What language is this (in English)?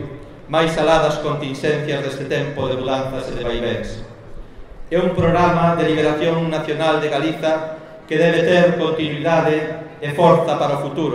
Galician